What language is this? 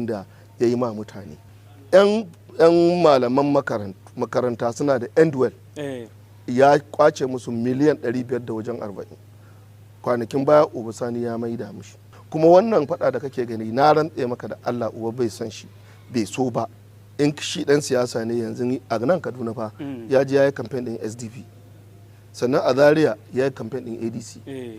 Hausa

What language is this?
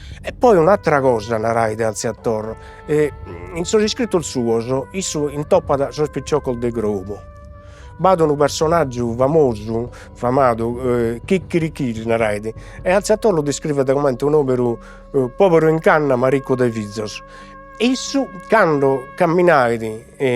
Sardinian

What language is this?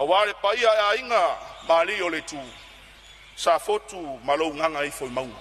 Samoan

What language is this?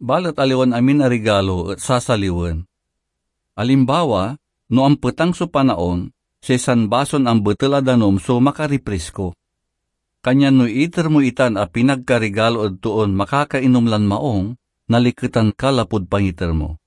Pangasinan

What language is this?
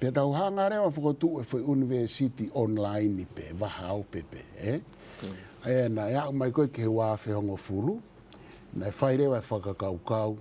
Tongan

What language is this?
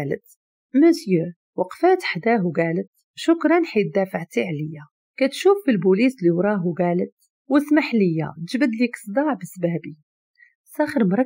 Moroccan Arabic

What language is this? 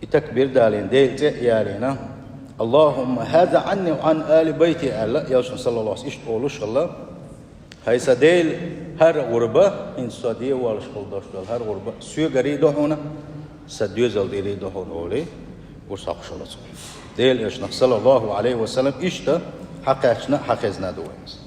Chechen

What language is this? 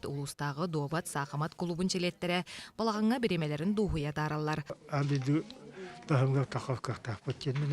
Yakut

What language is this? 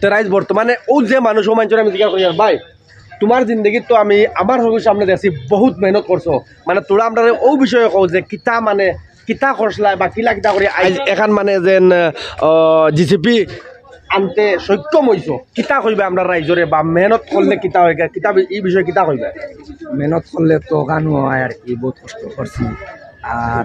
Sylheti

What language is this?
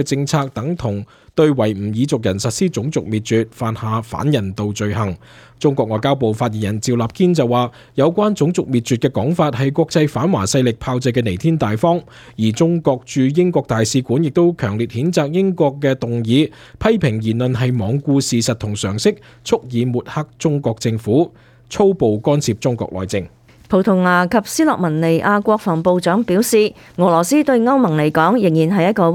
Cantonese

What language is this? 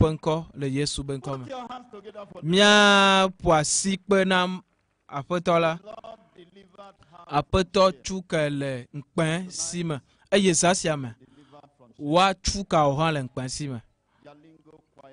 Ewe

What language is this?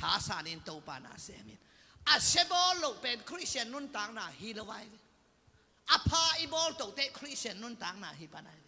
Tedim Chin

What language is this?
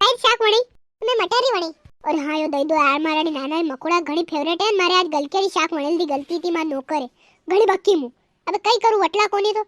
Rajasthani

